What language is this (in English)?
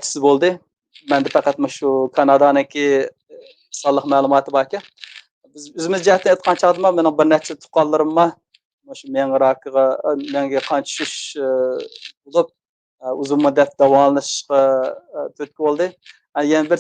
Uyghur